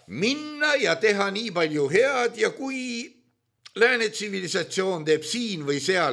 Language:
Estonian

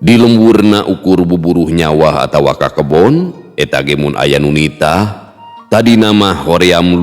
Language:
Sundanese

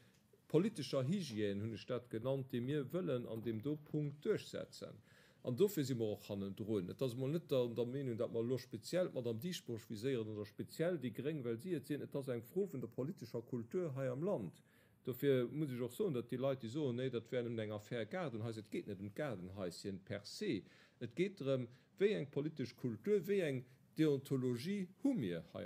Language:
Luxembourgish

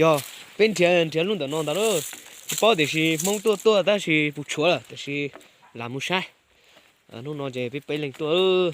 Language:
Hmong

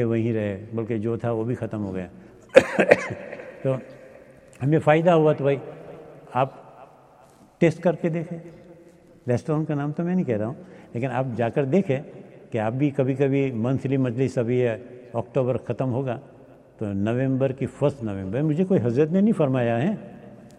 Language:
Urdu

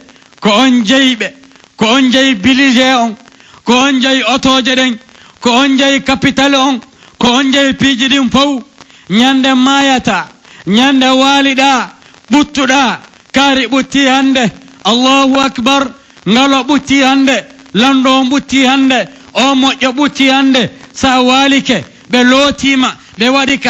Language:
Pular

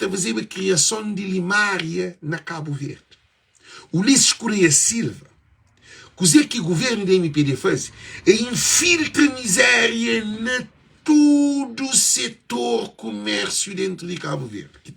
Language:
Kabuverdianu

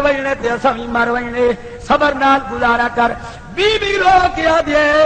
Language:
Saraiki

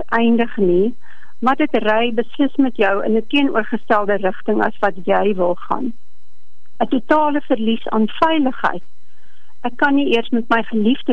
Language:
Afrikaans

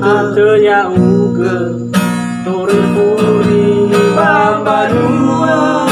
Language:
Nias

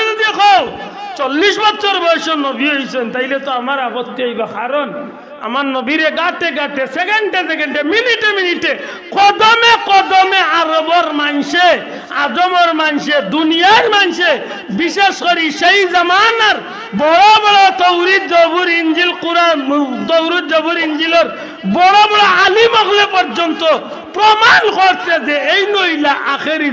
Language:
Sylheti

